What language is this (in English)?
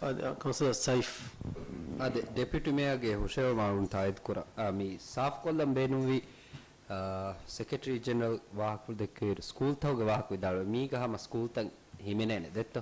Divehi